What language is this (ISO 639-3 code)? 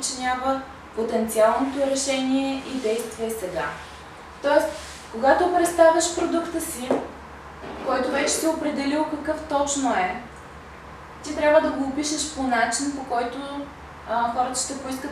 bul